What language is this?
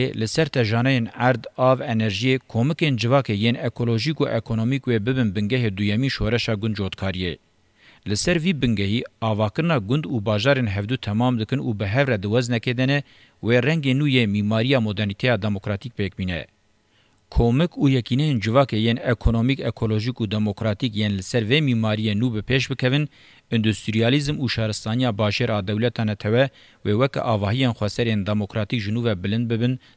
Kurdish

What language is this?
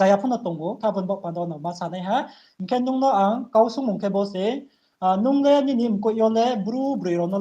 Riang (India)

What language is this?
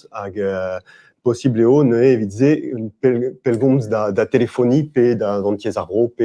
Breton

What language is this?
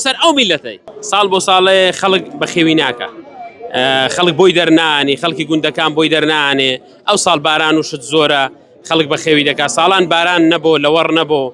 Central Kurdish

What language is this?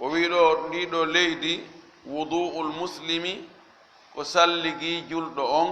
Fula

